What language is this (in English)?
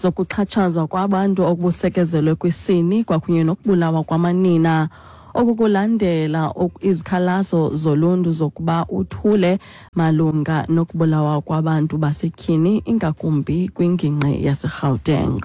Xhosa